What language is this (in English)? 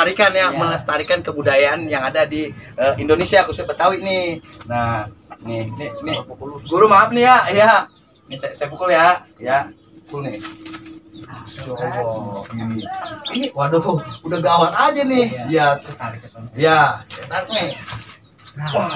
Betawi